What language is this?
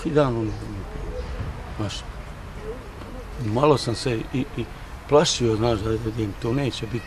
Bosnian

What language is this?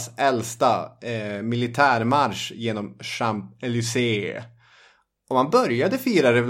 Swedish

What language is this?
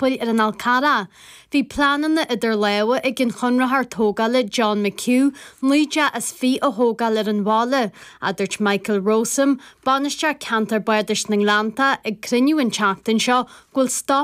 Irish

